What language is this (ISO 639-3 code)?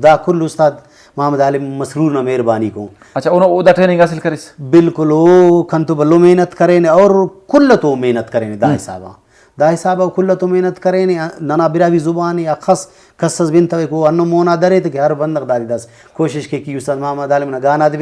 brh